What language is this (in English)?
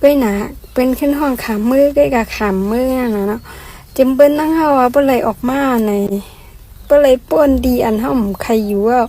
Shan